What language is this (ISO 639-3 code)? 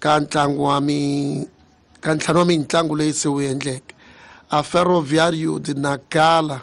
tso